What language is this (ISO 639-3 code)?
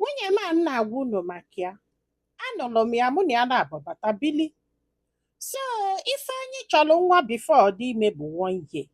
ibo